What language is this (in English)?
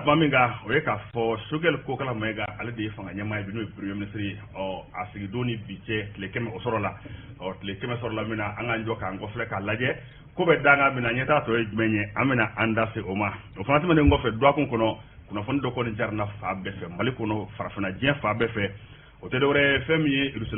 Bambara